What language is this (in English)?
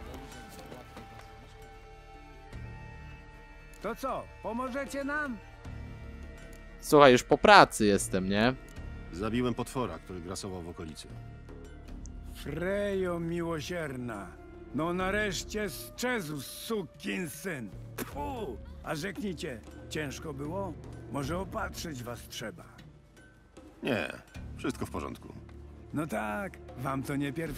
Polish